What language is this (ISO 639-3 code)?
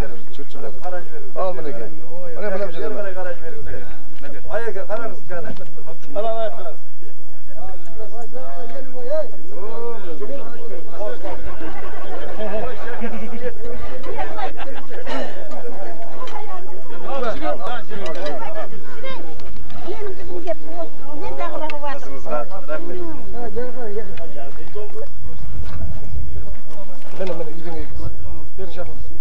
kaz